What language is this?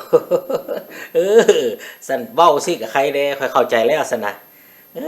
Lao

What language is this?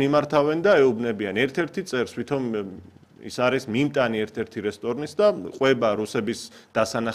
Georgian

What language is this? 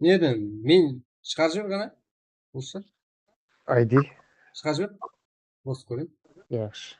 Kara-Kalpak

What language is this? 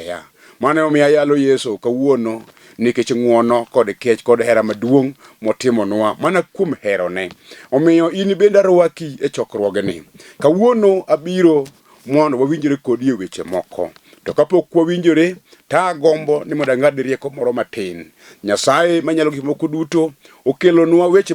Luo (Kenya and Tanzania)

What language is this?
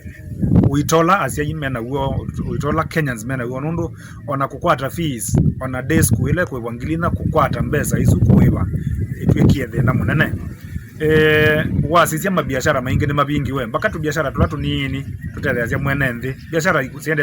Kamba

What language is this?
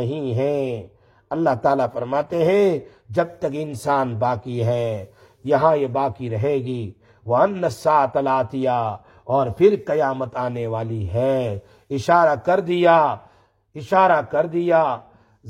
Urdu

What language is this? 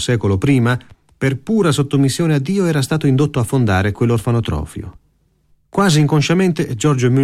Italian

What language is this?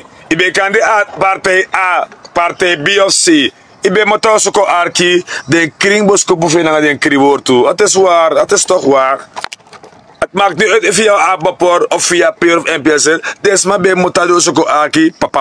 Sranan Tongo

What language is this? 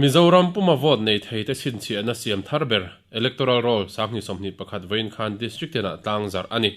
Mizo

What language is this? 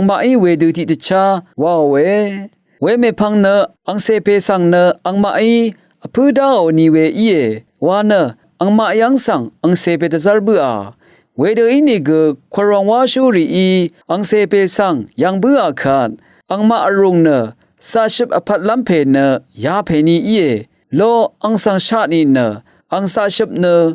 Rawang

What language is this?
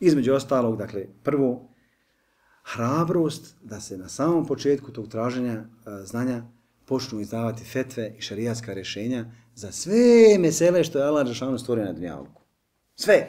Bosnian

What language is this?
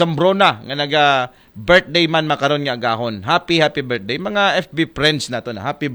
Aklanon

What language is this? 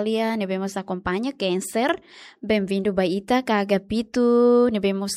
Tetum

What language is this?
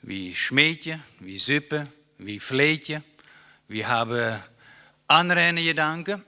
Plautdietsch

